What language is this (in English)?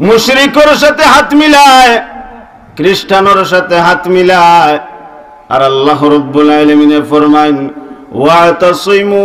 Sylheti